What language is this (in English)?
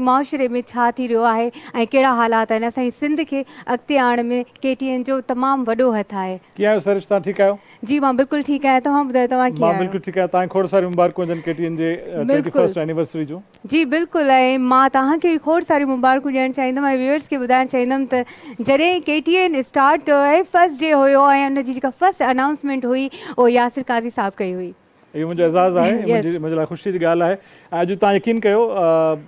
Sindhi